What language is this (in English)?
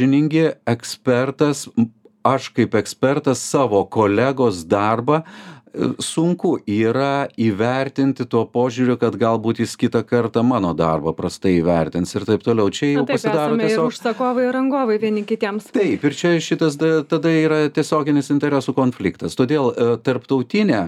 Lithuanian